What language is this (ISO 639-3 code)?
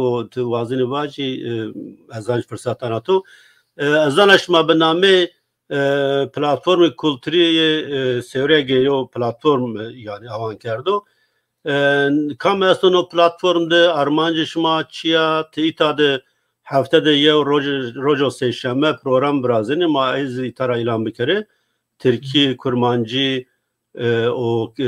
zza